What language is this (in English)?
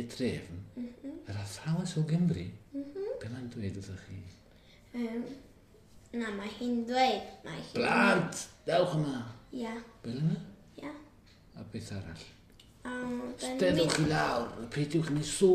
Welsh